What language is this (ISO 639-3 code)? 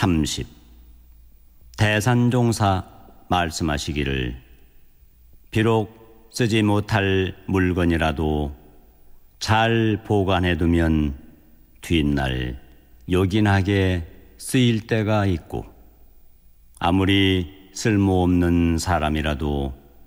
kor